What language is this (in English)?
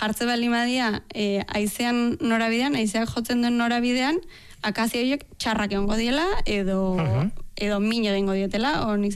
Basque